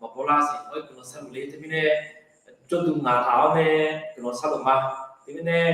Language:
Akha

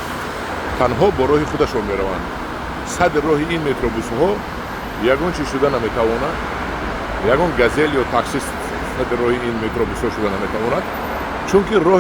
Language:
Tajik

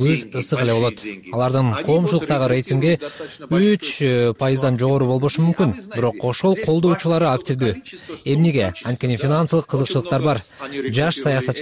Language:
Kyrgyz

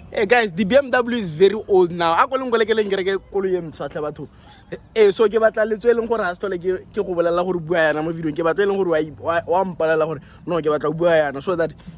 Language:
Tswana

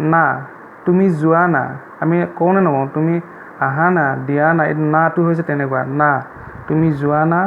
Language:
Assamese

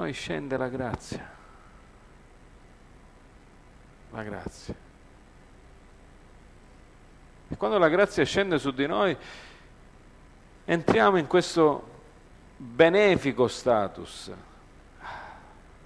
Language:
Italian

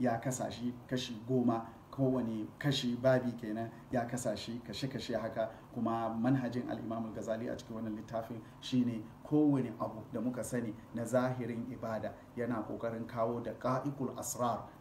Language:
Hausa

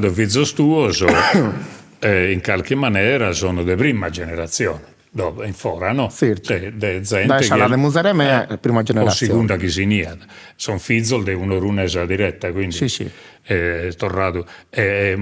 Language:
Sardinian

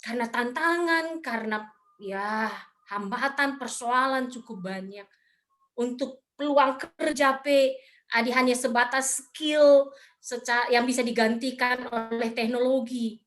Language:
Batak Karo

